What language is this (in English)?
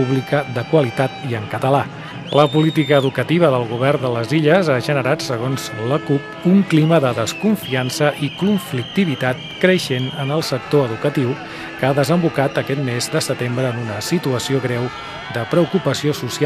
Catalan